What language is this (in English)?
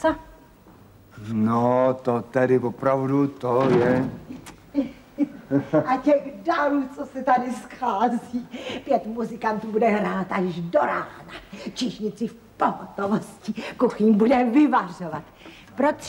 Czech